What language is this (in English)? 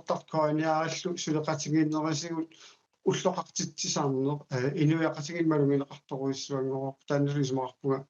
Kalaallisut